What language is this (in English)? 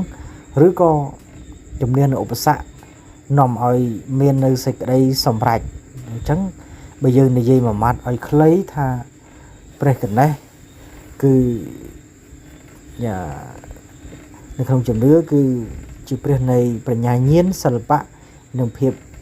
Khmer